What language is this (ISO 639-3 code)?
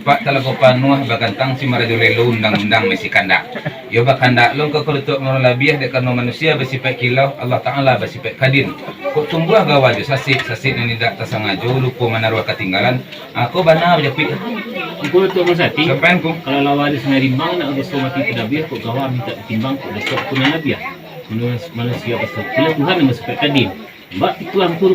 min